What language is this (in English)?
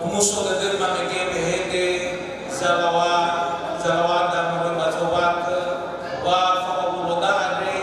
Nias